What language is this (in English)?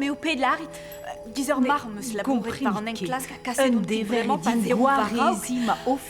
Breton